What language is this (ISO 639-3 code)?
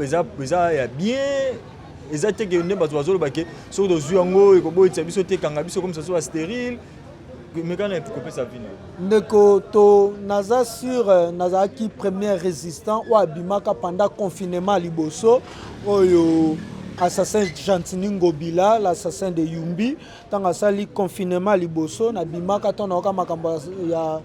lin